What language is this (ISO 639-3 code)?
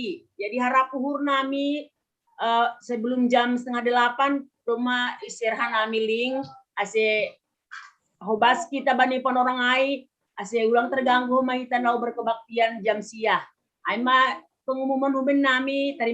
bts